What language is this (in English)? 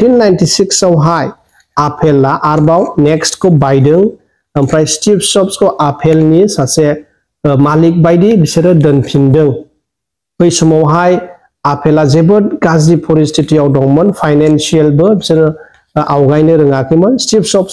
Bodo